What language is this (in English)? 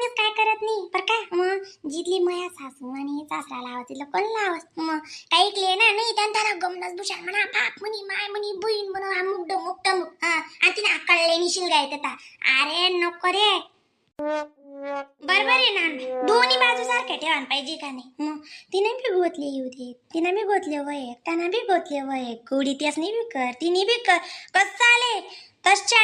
Khandesi